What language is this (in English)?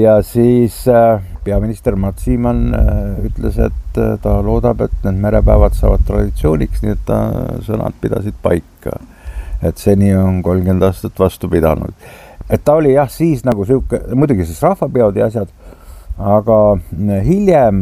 Estonian